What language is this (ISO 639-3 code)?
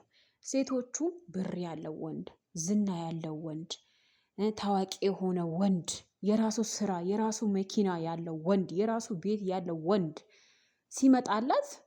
amh